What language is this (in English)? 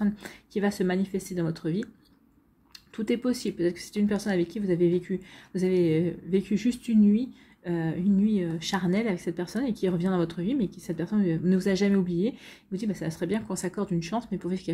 French